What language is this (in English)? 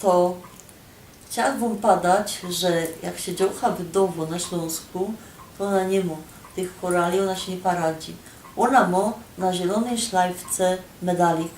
Silesian